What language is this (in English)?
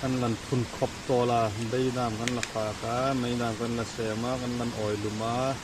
Hmar